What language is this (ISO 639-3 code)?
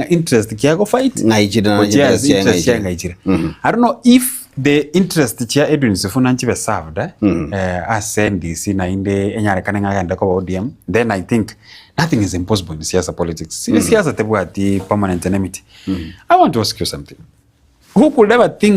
guz